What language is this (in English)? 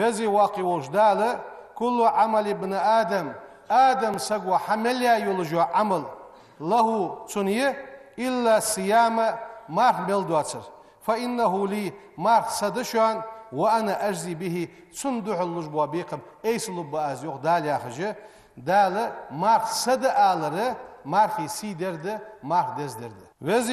Ingush